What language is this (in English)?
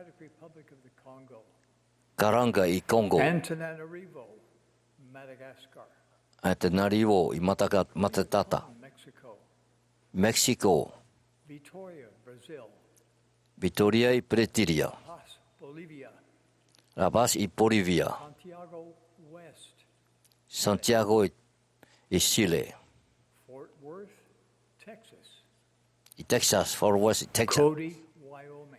Tahitian